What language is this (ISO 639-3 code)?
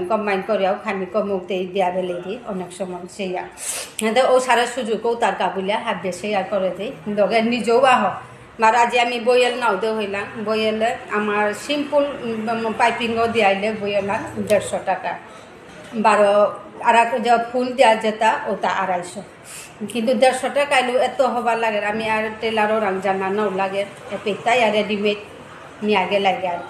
bpy